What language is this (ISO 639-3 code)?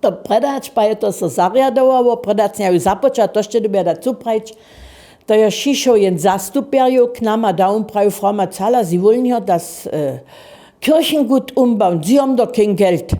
hsb